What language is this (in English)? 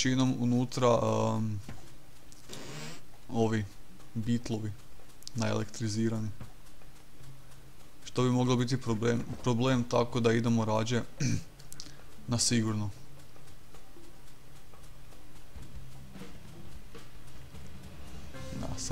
Croatian